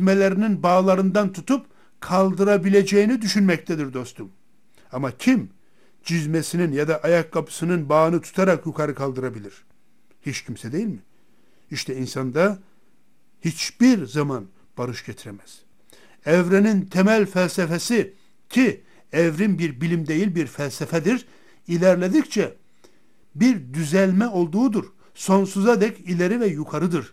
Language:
Turkish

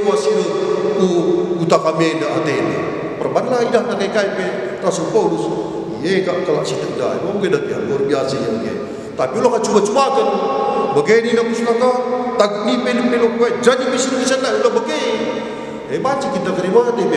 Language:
Batak Karo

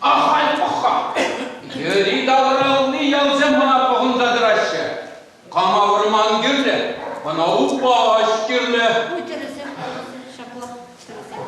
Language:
Chuvash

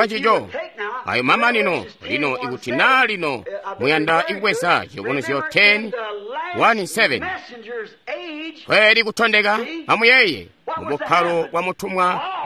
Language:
Tonga (Zambia)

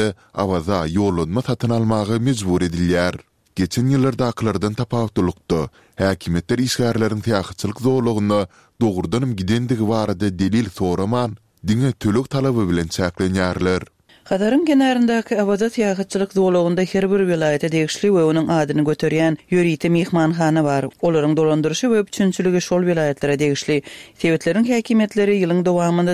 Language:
Turkmen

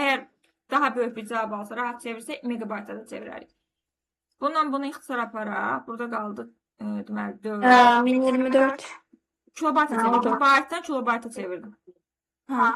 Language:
Azerbaijani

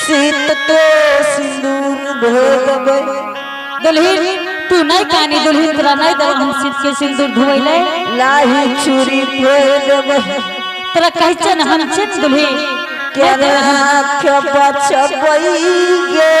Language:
Angika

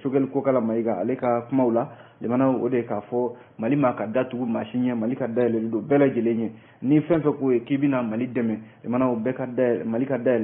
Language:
Bambara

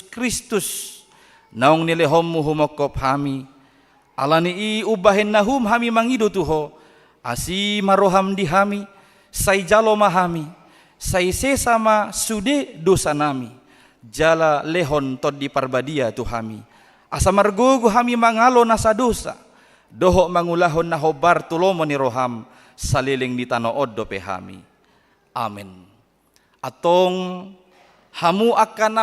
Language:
Batak Toba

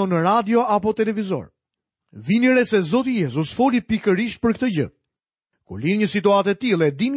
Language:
Albanian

